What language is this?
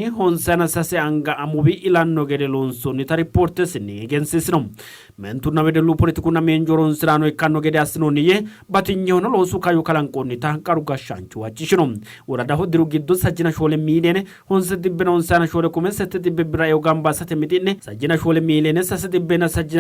Sidamo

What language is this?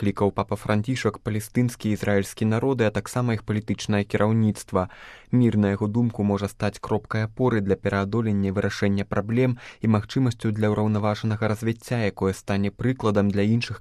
Belarusian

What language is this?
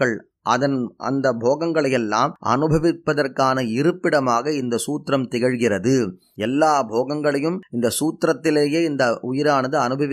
Tamil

